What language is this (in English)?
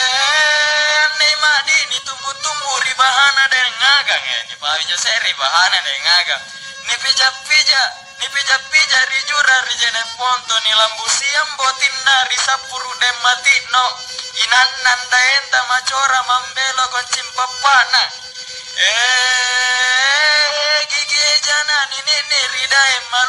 Makasar